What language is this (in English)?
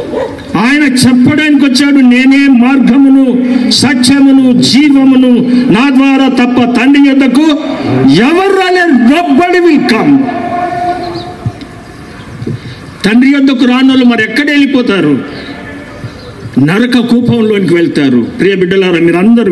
Telugu